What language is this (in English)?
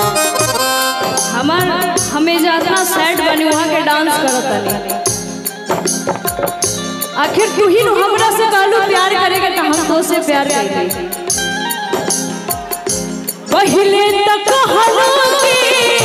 Bhojpuri